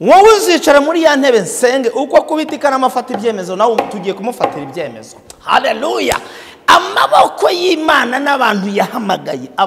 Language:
Kinyarwanda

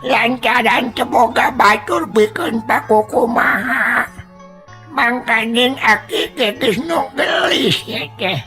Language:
Sundanese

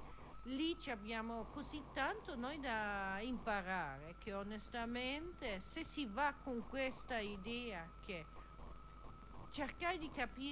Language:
Italian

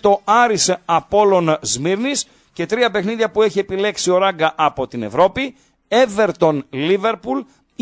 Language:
Greek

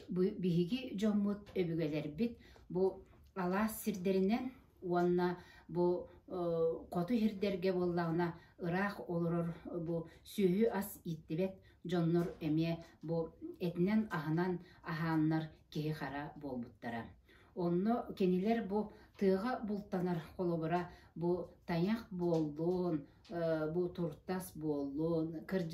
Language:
Yakut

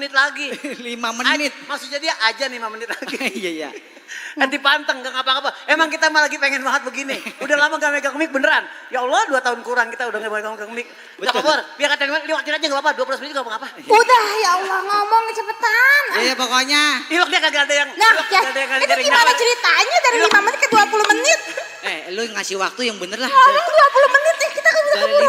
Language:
Betawi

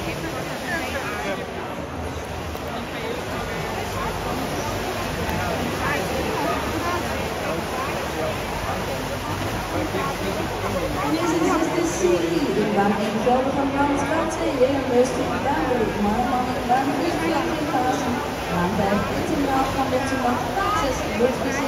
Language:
Dutch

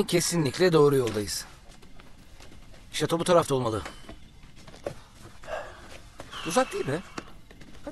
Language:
Turkish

